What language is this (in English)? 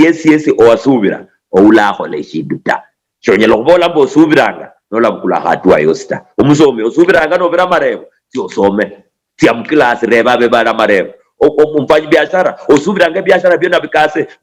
Luyia